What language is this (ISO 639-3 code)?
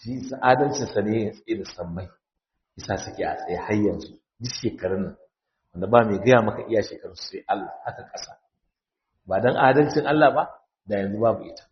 hau